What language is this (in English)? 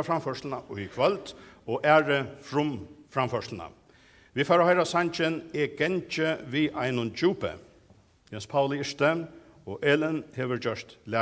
Faroese